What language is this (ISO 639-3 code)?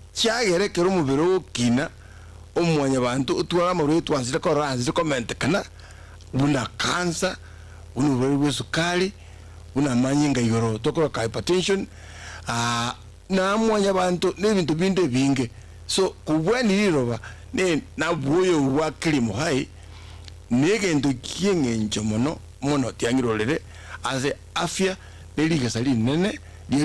guz